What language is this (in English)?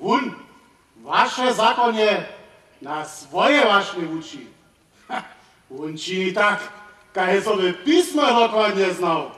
Upper Sorbian